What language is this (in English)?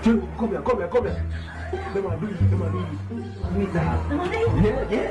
Jamaican Creole English